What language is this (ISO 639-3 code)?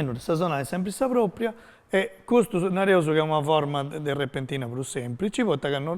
srd